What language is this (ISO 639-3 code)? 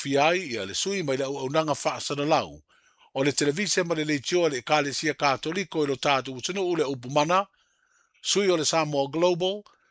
smo